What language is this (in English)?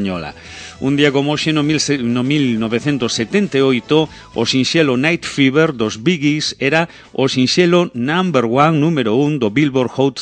Galician